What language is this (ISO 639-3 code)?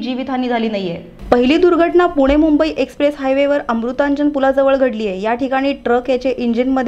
mar